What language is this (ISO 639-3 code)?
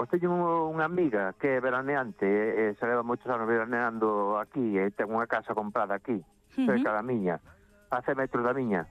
glg